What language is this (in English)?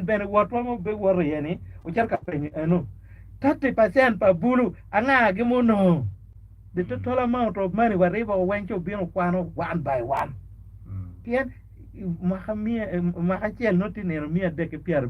Acoli